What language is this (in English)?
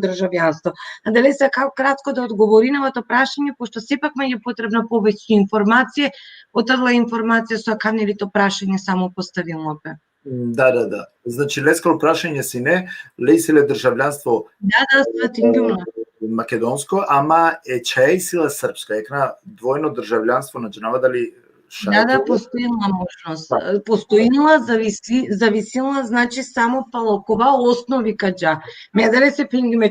Balkan Romani